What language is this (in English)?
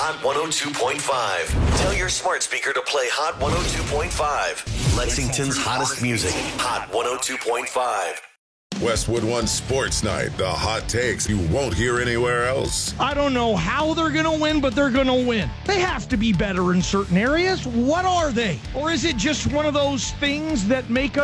English